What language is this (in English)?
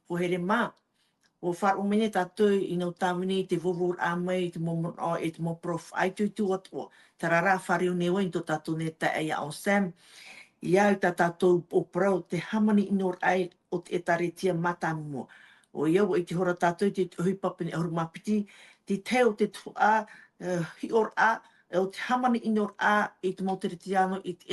Tahitian